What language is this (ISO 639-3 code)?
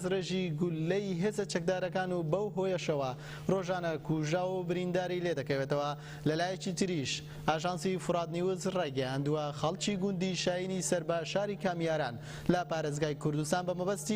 ckb